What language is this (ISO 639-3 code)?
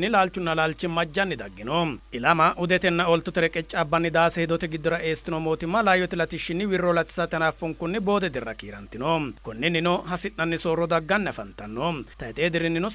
sid